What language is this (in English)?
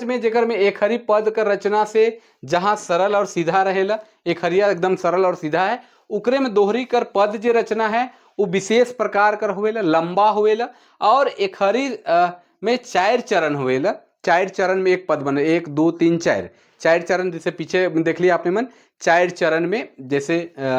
Sadri